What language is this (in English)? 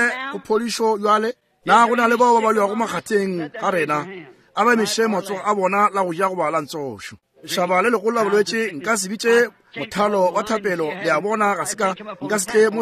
Northern Sotho